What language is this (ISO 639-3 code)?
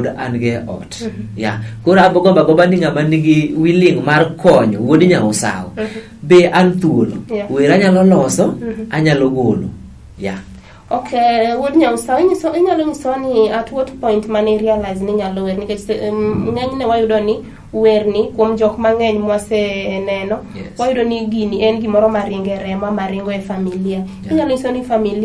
luo